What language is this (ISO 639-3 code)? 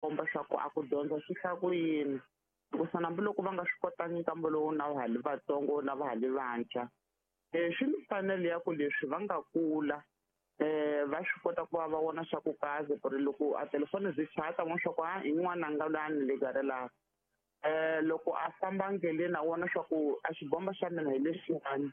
tso